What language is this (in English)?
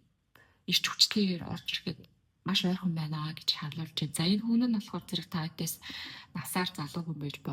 Mongolian